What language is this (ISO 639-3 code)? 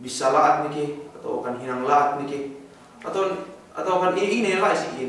yka